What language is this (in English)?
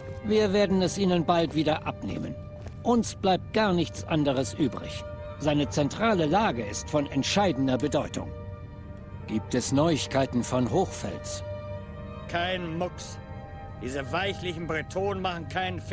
Swiss German